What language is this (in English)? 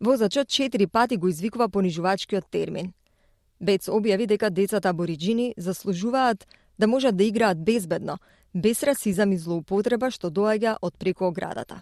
Macedonian